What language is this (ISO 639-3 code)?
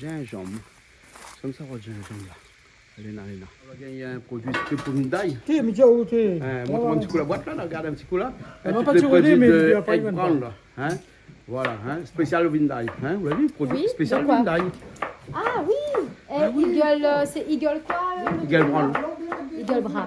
rcf